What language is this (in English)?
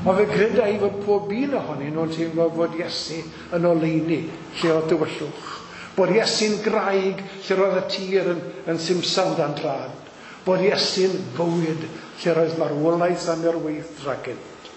Welsh